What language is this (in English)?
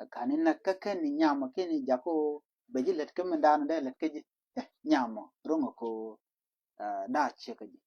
Nuer